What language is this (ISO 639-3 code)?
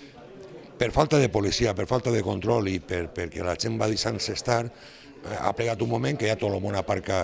cat